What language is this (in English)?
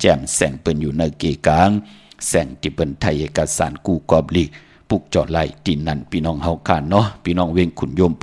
Shan